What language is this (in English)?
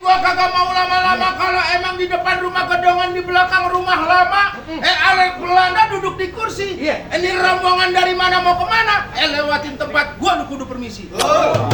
Betawi